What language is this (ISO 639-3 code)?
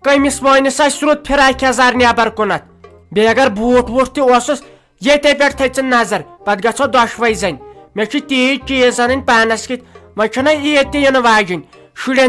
kas